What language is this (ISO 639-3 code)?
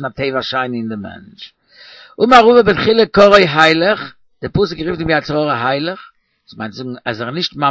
yid